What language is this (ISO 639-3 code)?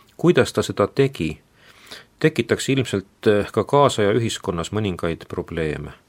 est